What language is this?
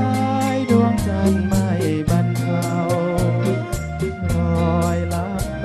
Thai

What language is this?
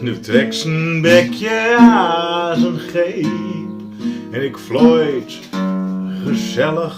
Gronings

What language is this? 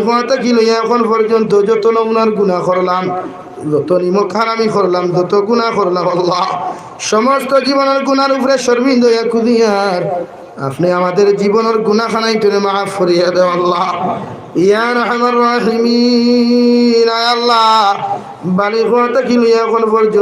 Sylheti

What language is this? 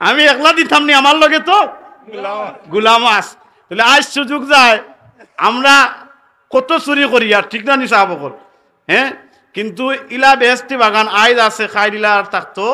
Sylheti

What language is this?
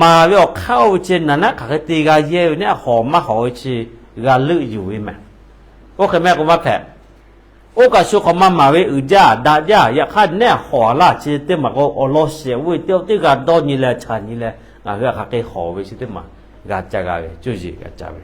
Lahu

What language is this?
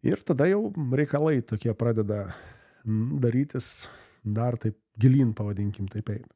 Lithuanian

